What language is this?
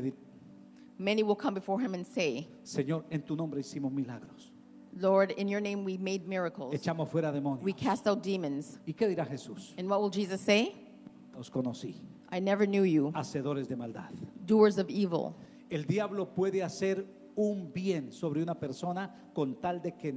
Spanish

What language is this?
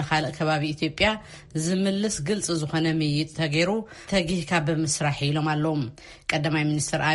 Tigrinya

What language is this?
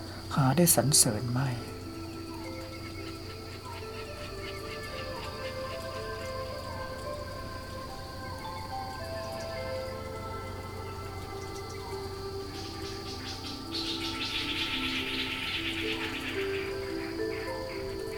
Thai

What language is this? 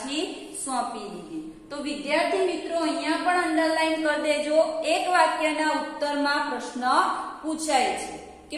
Gujarati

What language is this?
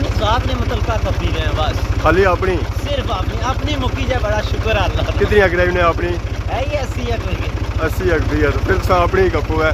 Pahari-Potwari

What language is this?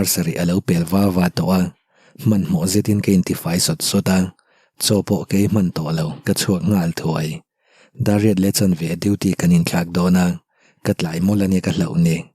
Mizo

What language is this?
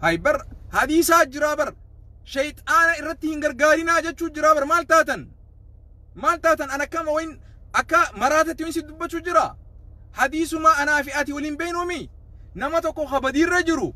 Oromo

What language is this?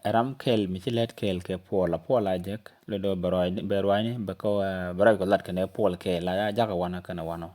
Nuer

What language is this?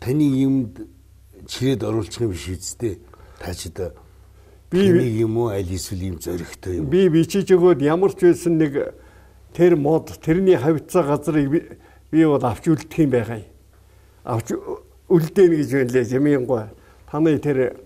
Mongolian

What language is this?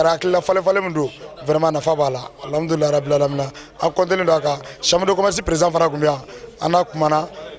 Bambara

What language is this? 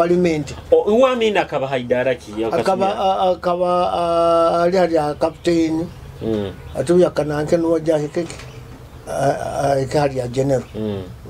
Nyoro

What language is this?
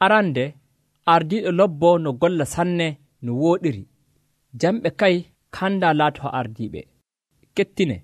Nigerian Fulfulde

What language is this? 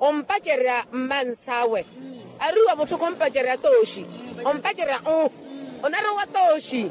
Makhuwa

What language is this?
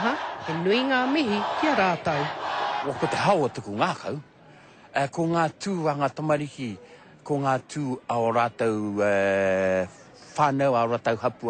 Māori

